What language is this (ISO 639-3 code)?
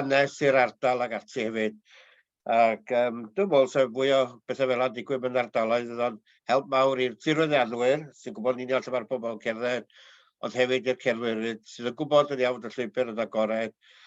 cym